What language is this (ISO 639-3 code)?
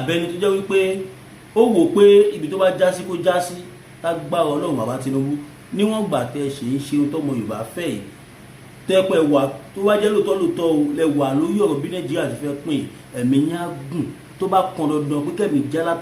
yor